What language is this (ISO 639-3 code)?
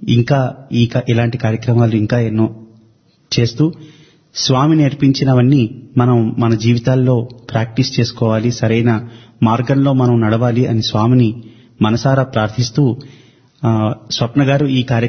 tel